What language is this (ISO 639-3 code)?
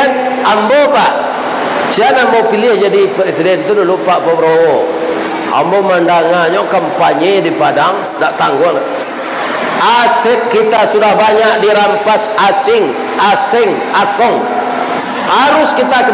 min